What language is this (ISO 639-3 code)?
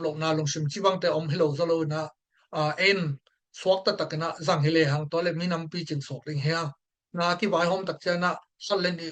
ctd